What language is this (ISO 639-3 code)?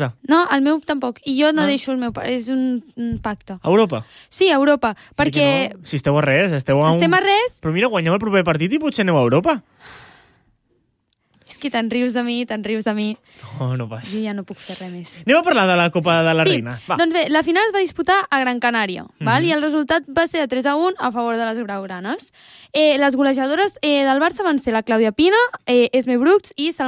cat